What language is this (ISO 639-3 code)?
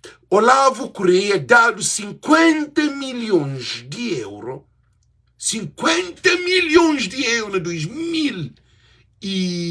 kea